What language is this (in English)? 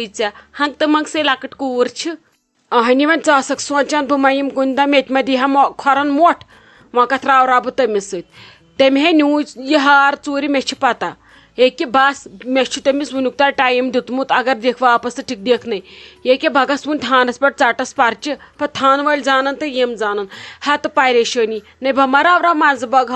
Kashmiri